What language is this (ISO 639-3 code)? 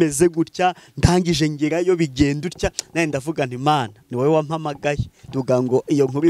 kin